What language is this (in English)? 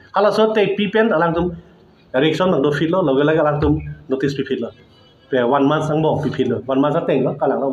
Karbi